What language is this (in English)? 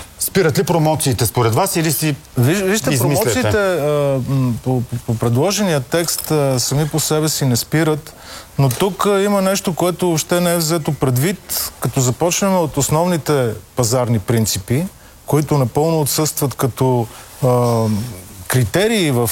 Bulgarian